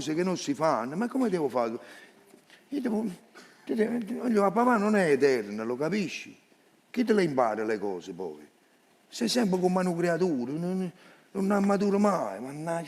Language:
Neapolitan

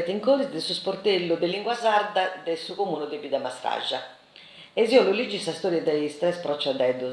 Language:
Sardinian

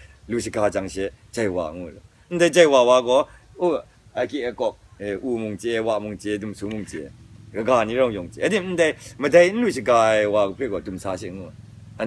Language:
Kachin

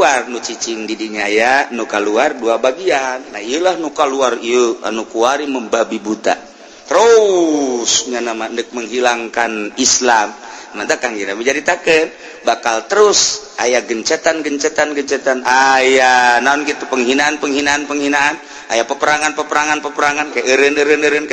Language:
Sundanese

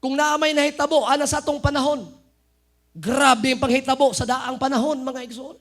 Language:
Cebuano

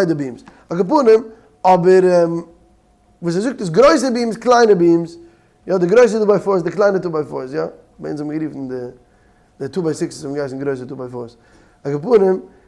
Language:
Yiddish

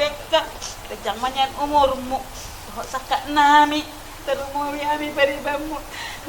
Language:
Batak Toba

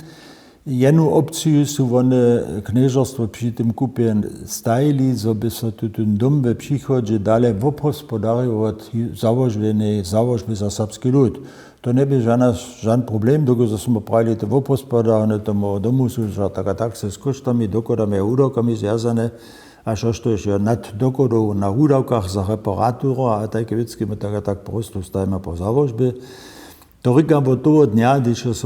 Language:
Upper Sorbian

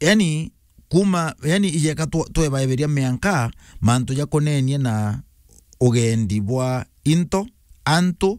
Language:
Meru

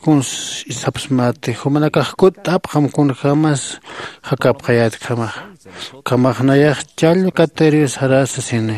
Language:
Aymara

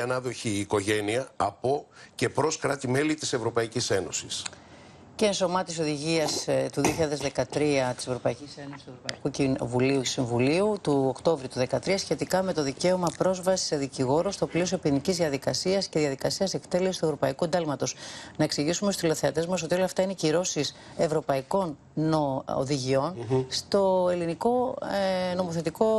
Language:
Greek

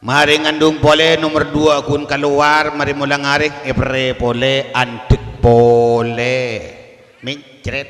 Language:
Madurese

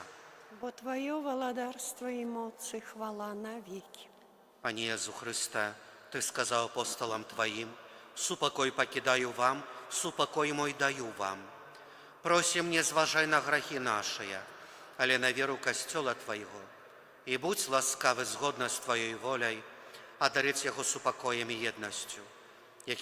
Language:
Belarusian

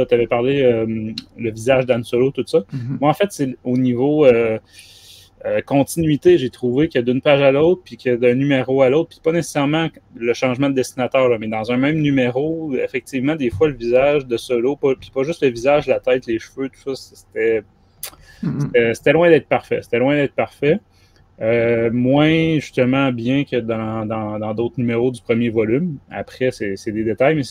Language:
French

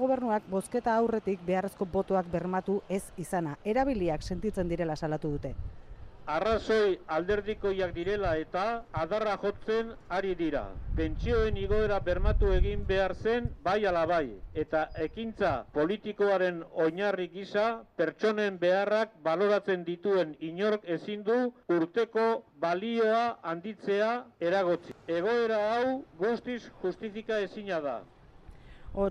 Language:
Basque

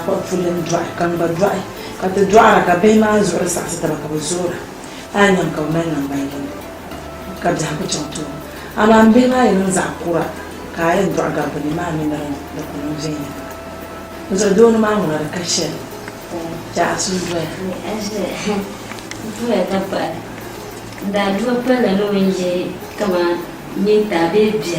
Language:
Dagbani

